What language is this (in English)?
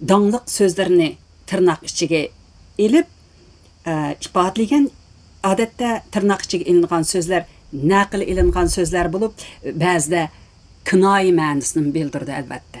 Uyghur